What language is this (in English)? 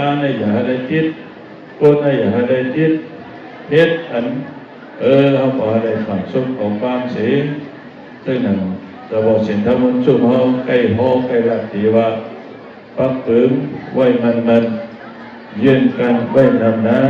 Shan